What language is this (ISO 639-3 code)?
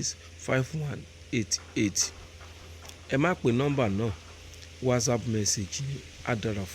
yor